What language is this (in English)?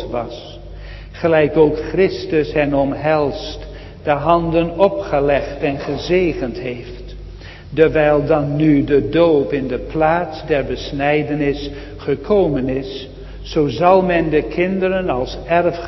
Dutch